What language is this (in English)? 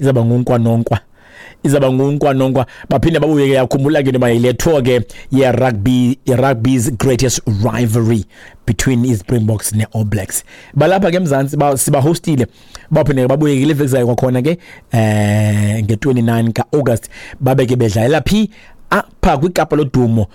Xhosa